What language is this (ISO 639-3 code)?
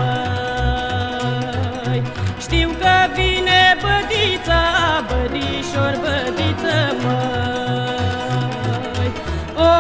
ron